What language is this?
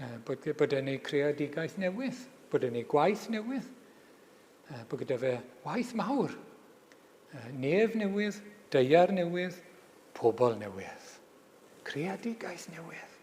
Welsh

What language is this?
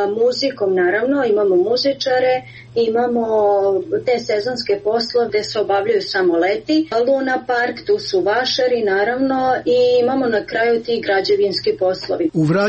Serbian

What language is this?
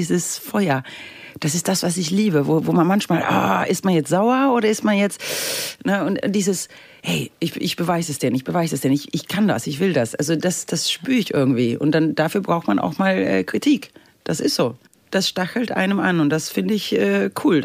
German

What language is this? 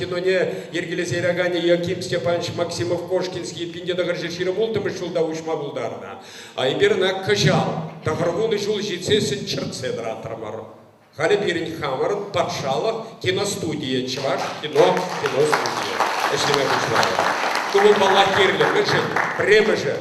Chuvash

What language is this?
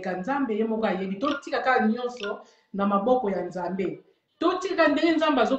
Lingala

